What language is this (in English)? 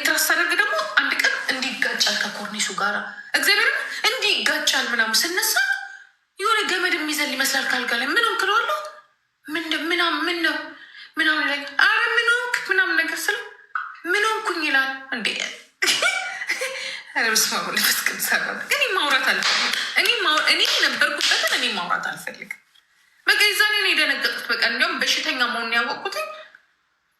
Amharic